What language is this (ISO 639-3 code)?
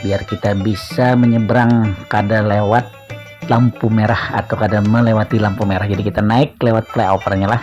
bjn